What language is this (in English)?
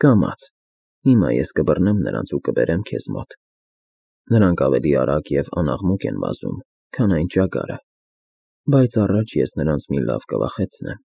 Armenian